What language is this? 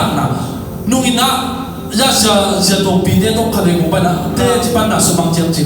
Tedim Chin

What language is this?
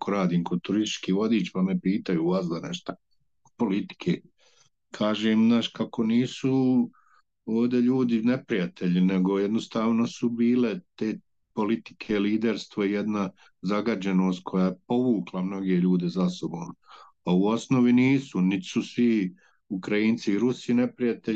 Bosnian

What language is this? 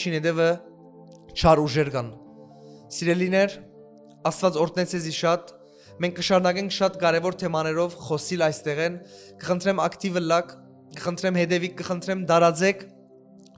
Western Armenian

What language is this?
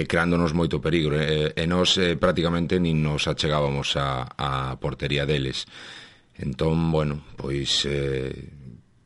Galician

